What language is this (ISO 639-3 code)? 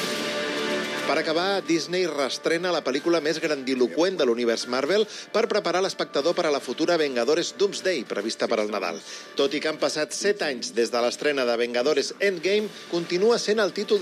cat